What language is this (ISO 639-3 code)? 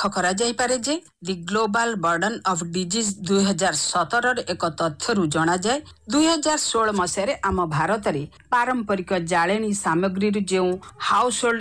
ori